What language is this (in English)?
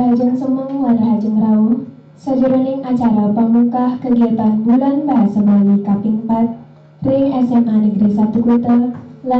Balinese